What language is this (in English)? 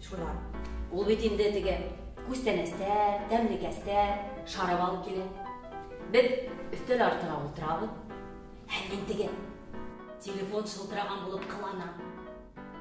Bashkir